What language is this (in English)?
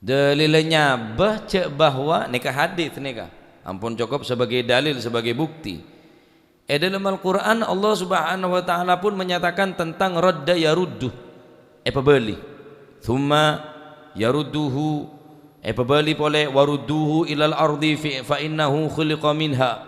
Madurese